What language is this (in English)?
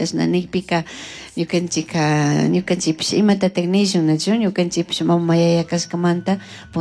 Chimborazo Highland Quichua